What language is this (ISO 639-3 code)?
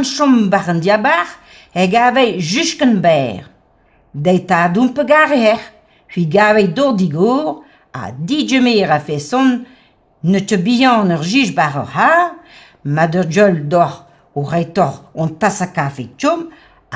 bre